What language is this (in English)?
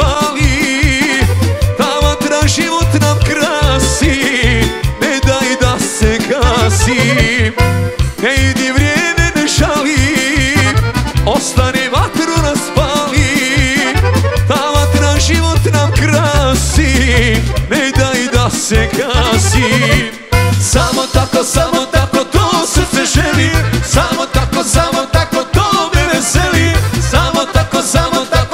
Croatian